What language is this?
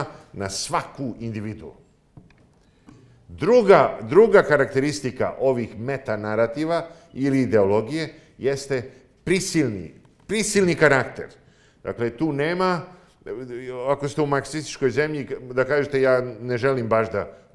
Serbian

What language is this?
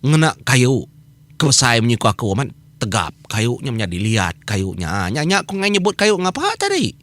Iban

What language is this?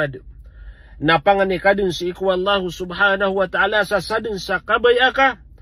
Maranao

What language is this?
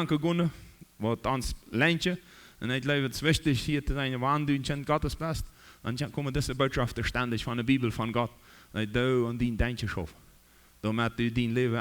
Plautdietsch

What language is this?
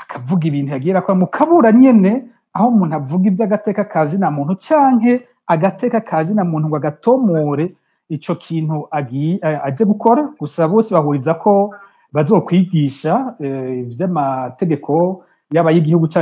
Rundi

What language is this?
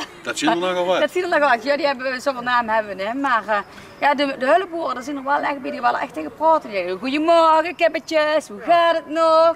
Limburgish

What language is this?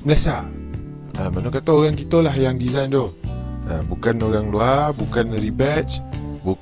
Malay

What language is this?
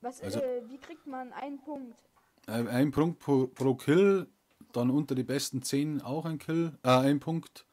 Bavarian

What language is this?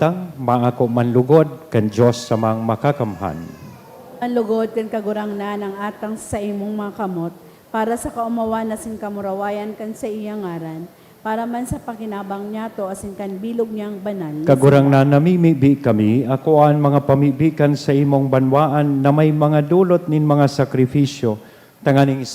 Bikol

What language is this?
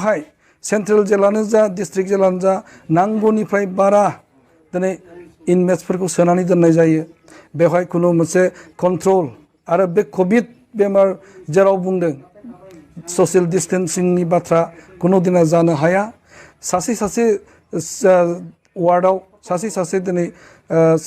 Bodo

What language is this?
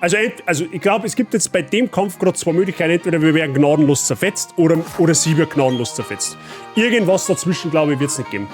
Bavarian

